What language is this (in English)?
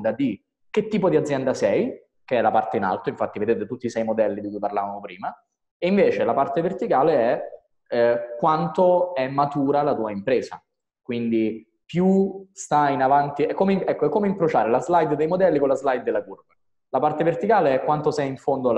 Italian